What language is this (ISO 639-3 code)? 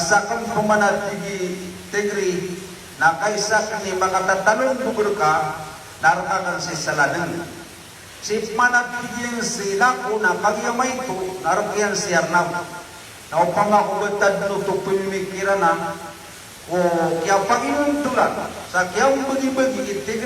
mrw